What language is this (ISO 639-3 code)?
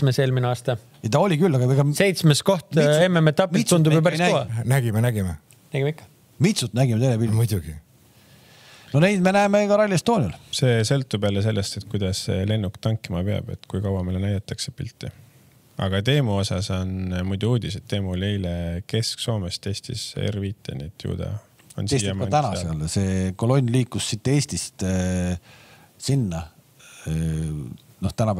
est